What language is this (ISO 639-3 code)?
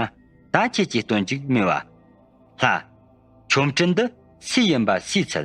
bod